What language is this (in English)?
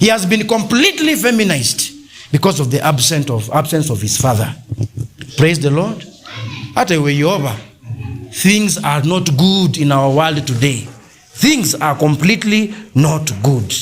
Kamba